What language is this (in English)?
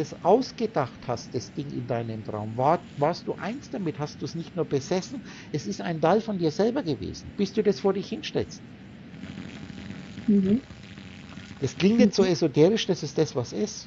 German